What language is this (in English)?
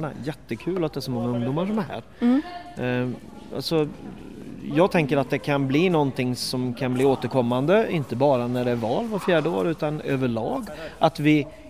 Swedish